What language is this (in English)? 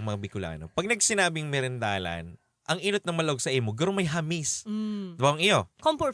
Bikol